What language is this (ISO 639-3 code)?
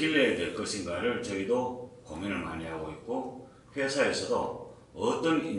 kor